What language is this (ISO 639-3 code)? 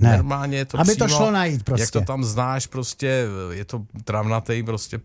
ces